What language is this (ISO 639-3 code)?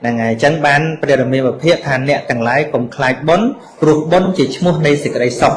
khm